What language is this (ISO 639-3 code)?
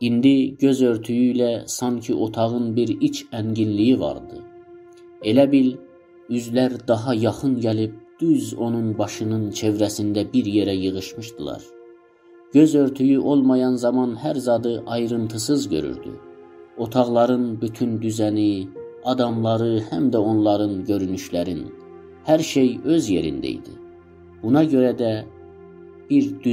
azb